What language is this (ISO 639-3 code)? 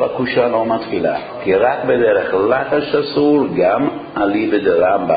heb